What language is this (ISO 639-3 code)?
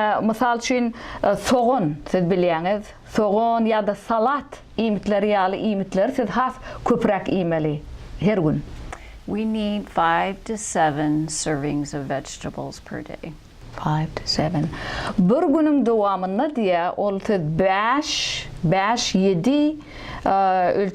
tuk